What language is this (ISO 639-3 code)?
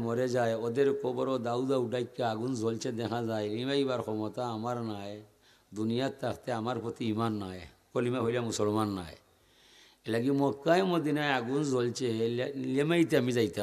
syl